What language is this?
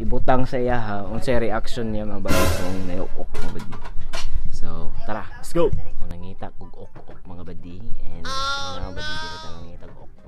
Cebuano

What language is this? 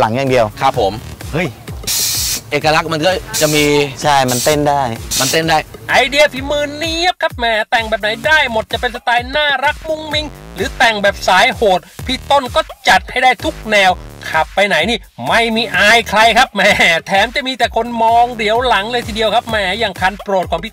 Thai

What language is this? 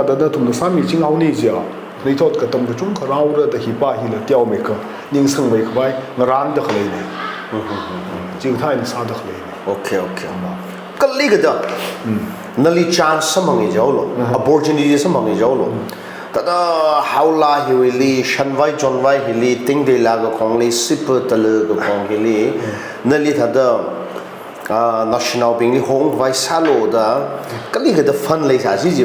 Tangkhul Naga (India)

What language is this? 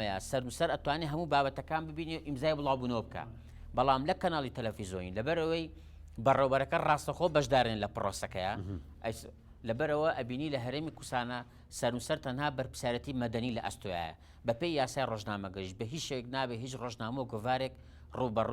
Central Kurdish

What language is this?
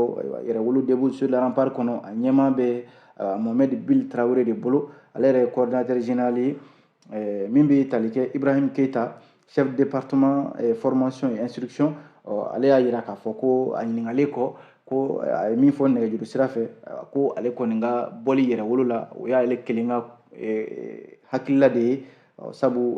Bambara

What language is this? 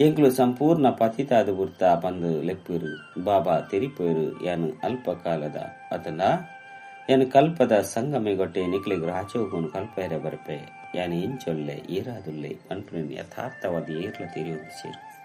Tulu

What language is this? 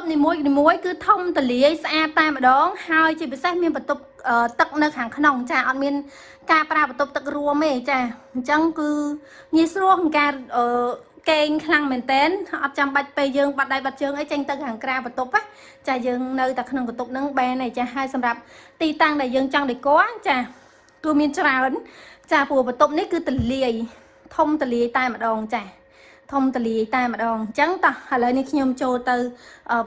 Khmer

